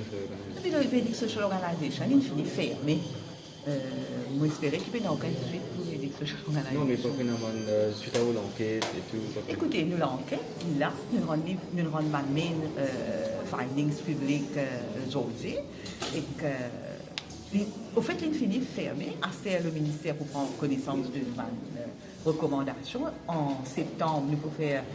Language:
Morisyen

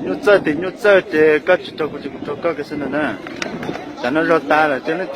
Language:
Hmong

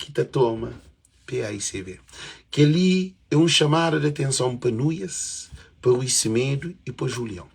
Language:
Kabuverdianu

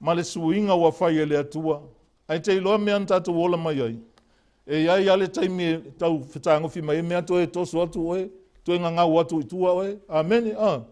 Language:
Samoan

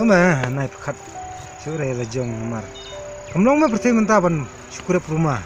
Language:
Khasi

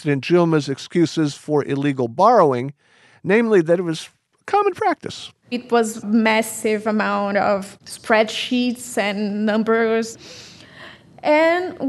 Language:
English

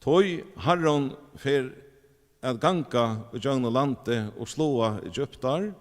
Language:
Faroese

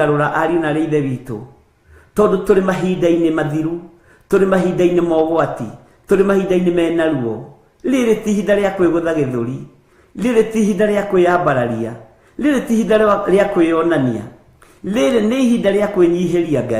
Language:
Kikuyu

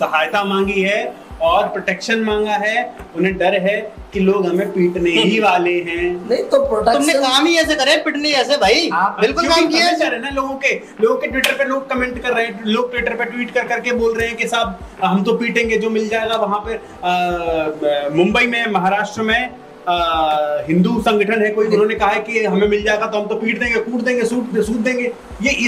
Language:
Hindi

